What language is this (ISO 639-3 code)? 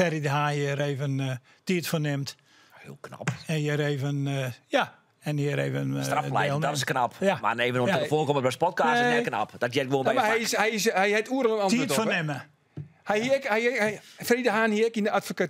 fry